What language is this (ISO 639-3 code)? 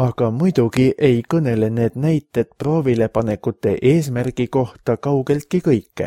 est